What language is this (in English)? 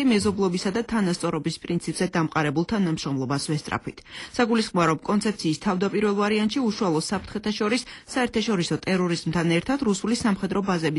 Georgian